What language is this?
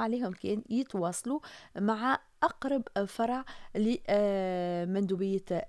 Tunisian Arabic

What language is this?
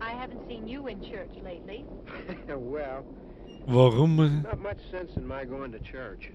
Bavarian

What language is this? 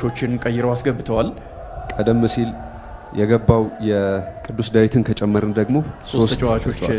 Amharic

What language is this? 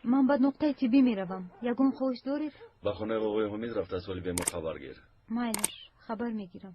Tajik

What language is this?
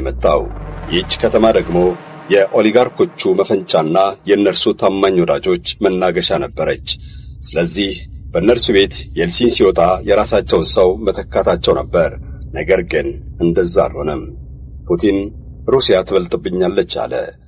Amharic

